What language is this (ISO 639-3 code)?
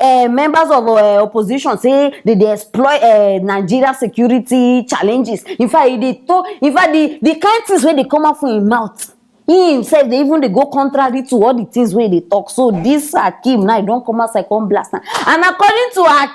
pcm